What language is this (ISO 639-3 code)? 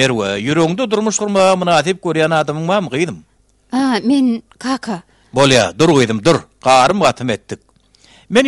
tuk